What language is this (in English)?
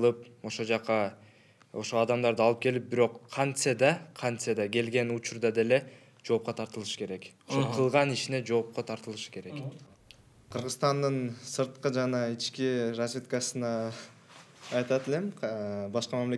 Kyrgyz